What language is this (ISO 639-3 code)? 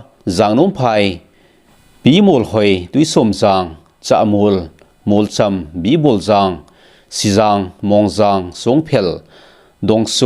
tcz